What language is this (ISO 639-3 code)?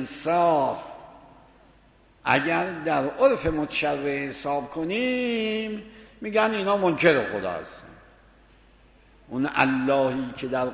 fas